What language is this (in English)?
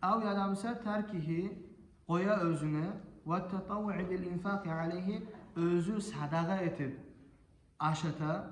Kumyk